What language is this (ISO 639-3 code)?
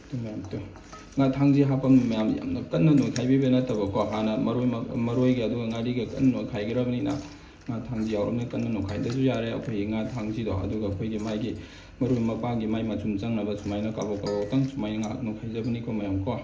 mni